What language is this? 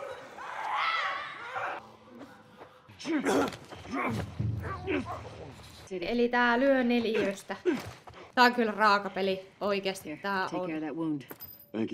Finnish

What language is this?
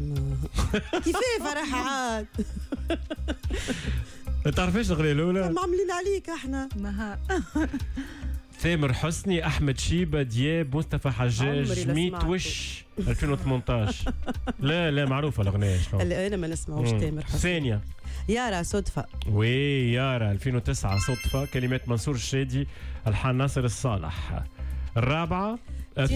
Tunisian Arabic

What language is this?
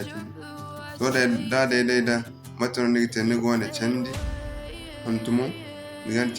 Zarma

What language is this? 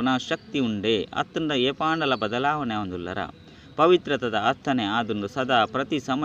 Tulu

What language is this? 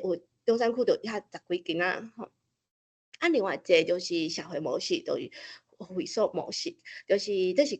Min Nan Chinese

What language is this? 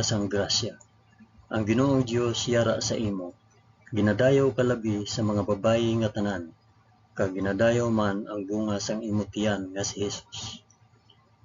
Hiligaynon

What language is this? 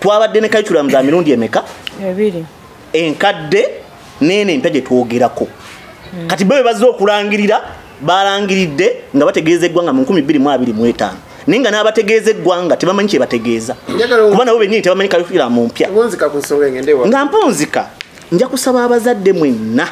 Ganda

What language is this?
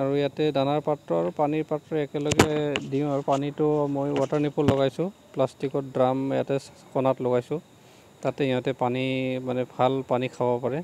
Assamese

